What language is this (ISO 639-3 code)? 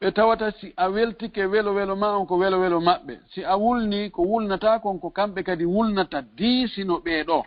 ful